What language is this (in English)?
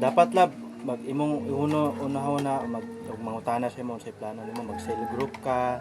Cebuano